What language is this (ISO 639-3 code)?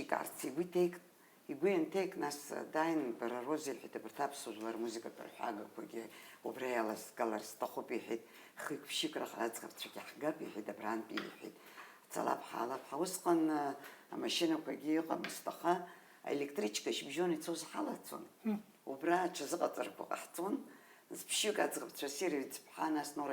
abk